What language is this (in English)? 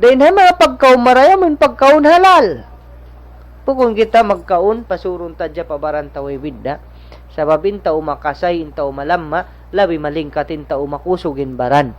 Tausug